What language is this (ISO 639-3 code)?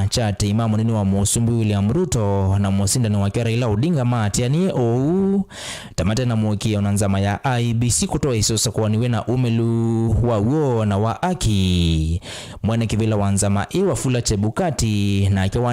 kam